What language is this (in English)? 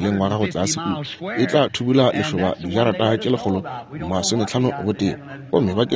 Northern Sotho